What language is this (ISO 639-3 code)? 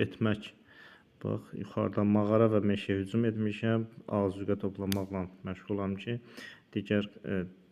aze